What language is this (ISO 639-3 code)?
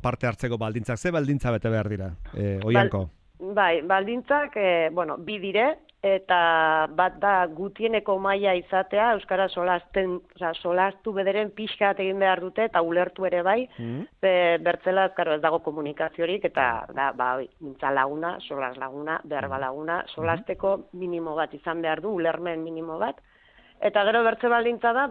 eus